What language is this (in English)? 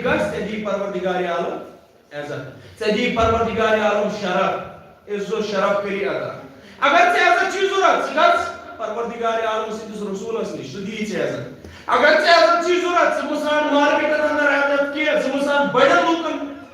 Kashmiri